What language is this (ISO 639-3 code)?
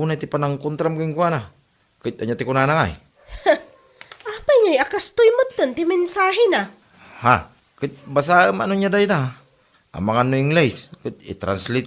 ilo